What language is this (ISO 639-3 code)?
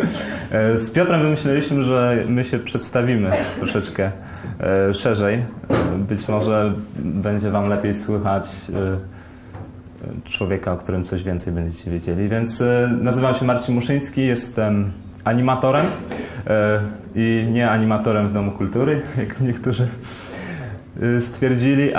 pol